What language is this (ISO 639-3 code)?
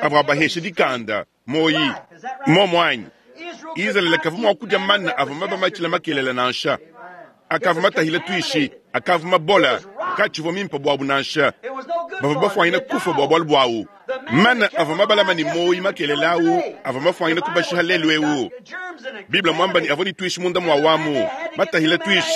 lua